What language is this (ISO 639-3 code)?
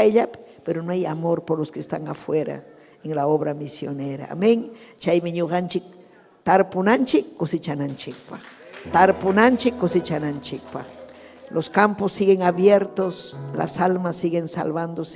quy